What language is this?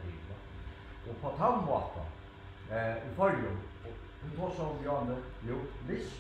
Faroese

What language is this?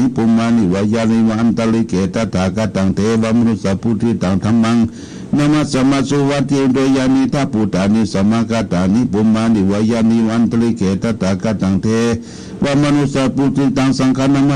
Pali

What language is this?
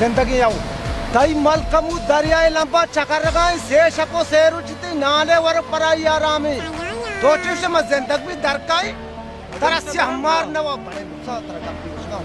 Baluchi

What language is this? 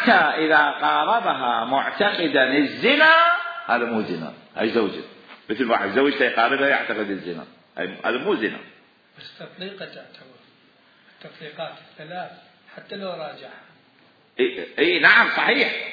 Mesopotamian Arabic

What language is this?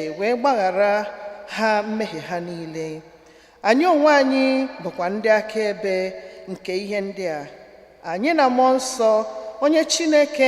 Igbo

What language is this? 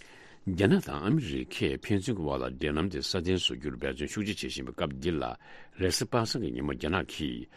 Tibetan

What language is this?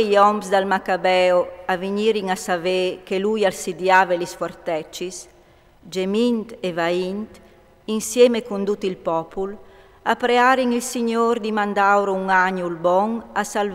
Friulian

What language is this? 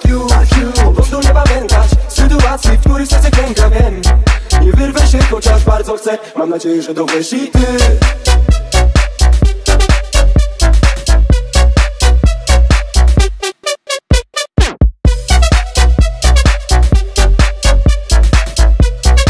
Polish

